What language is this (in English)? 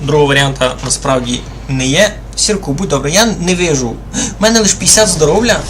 Rusyn